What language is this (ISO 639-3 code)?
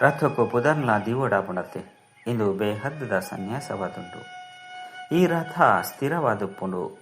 tcy